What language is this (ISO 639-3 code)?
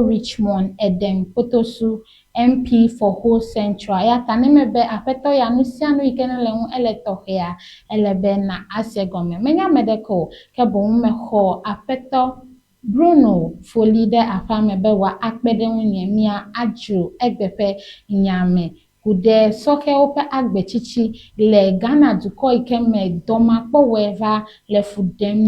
ewe